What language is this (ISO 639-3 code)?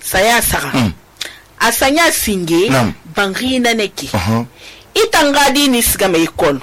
sus